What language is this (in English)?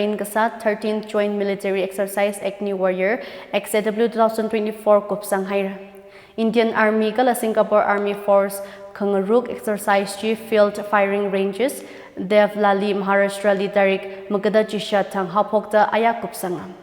Tangkhul Naga (India)